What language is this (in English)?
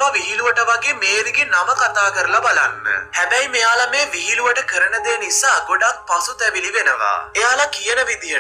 Sinhala